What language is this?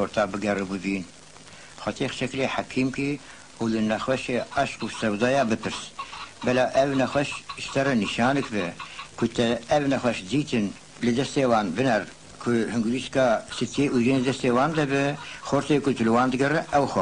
Kurdish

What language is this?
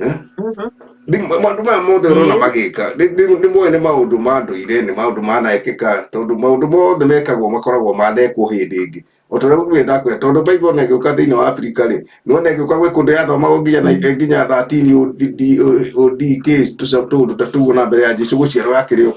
Kikuyu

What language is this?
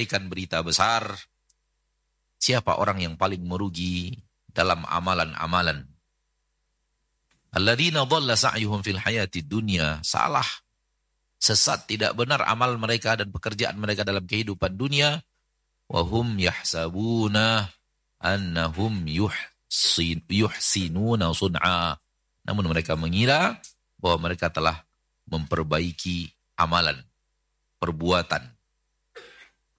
Indonesian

